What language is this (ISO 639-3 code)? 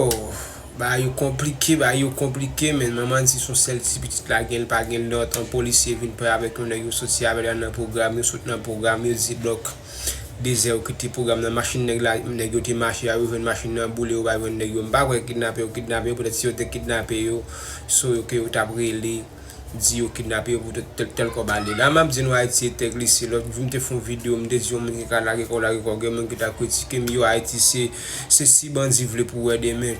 hat